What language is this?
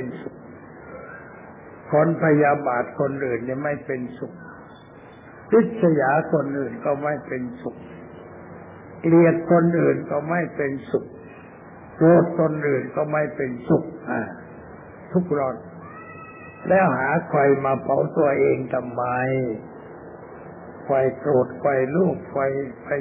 Thai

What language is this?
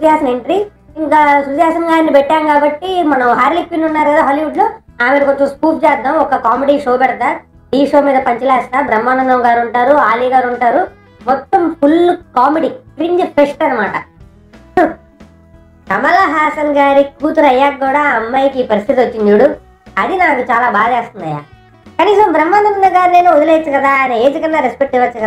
Telugu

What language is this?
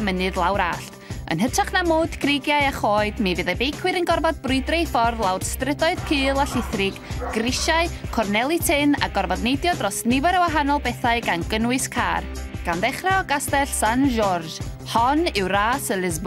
Welsh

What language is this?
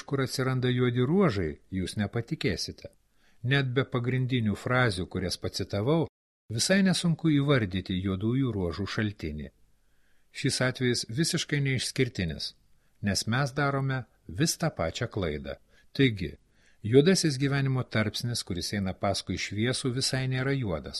Lithuanian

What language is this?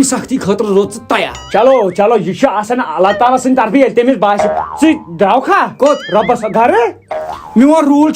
Kashmiri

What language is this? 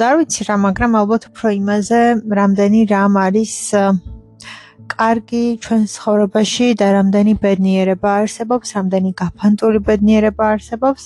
Georgian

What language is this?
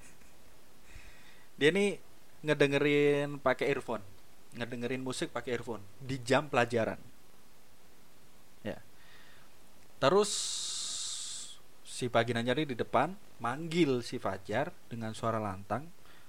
Indonesian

